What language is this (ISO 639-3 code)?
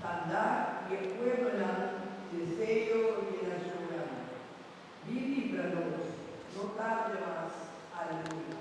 pap